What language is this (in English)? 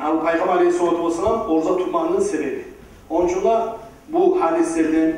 Kumyk